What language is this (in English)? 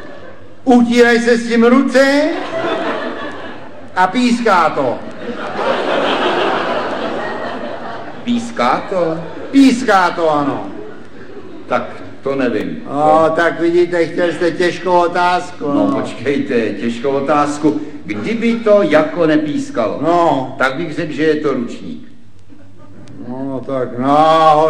Czech